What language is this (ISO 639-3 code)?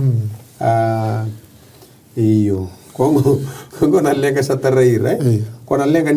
fij